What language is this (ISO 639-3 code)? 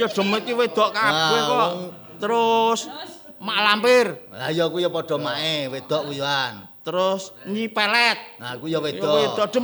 jav